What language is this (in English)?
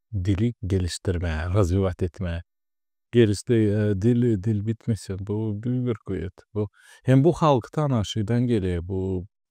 Gagauz